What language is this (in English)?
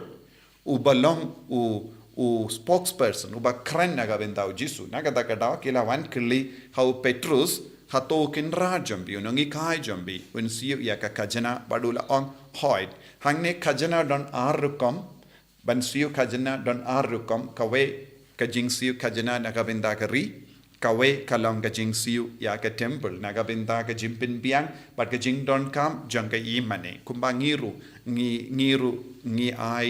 Khasi